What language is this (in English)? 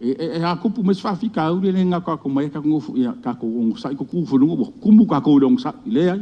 Samoan